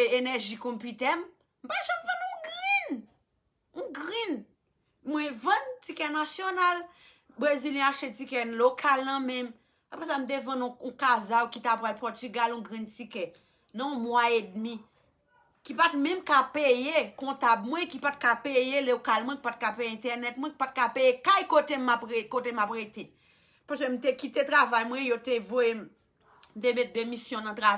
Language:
Haitian Creole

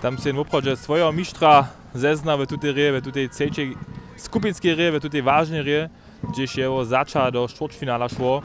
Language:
Upper Sorbian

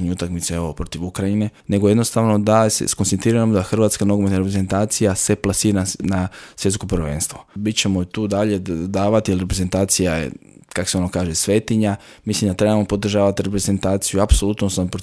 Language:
Croatian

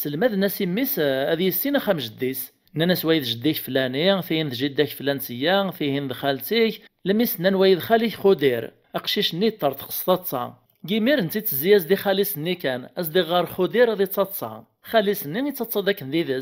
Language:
Kabyle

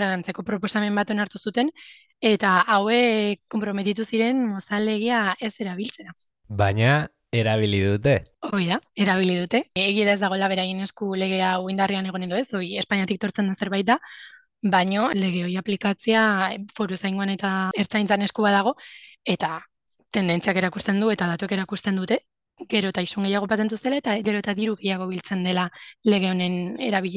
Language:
Basque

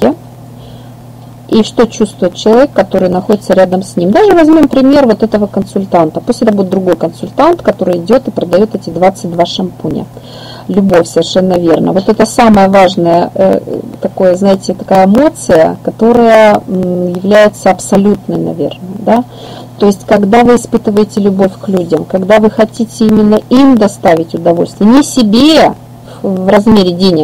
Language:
Russian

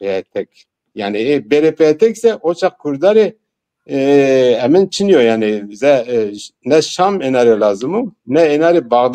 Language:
Zaza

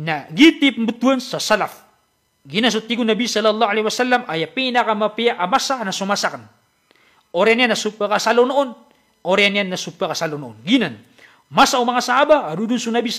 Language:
Maranao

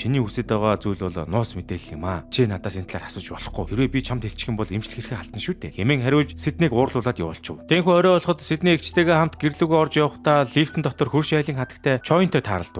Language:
Mongolian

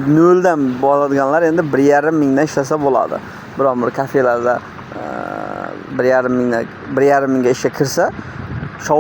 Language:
Uzbek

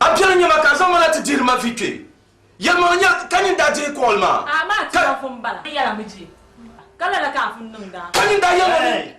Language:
Dagbani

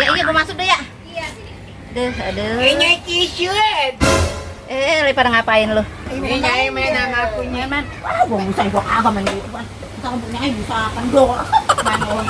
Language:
Betawi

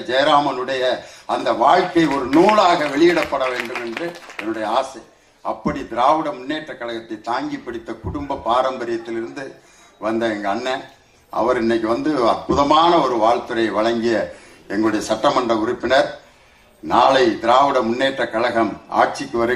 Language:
Tamil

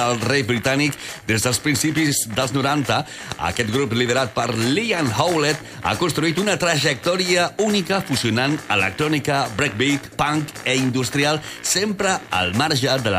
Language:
Catalan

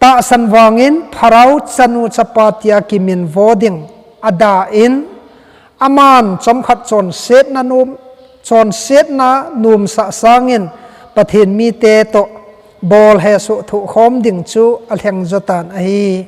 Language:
Thado Chin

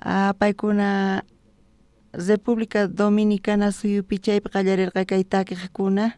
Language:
South Bolivian Quechua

